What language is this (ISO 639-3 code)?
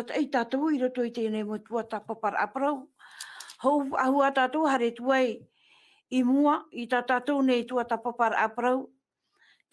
tah